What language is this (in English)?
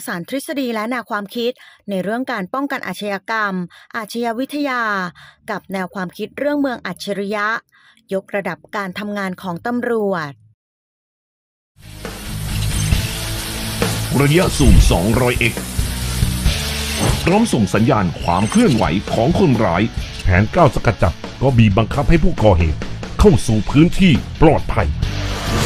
Thai